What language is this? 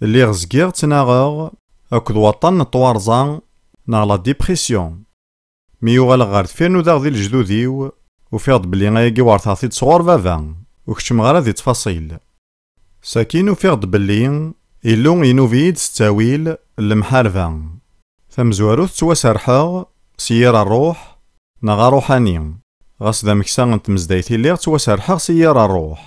Kabyle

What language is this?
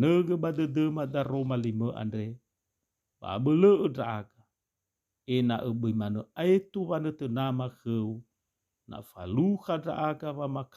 Nias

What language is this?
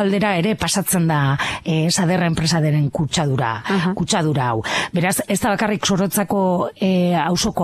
Basque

